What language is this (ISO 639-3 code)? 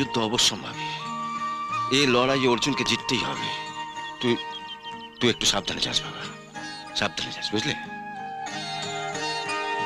ben